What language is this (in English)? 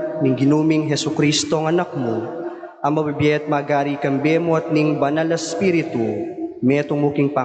Pampanga